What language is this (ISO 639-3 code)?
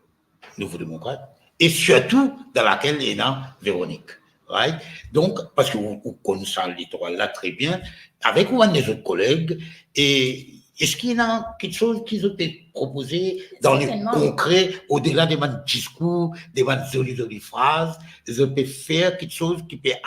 mfe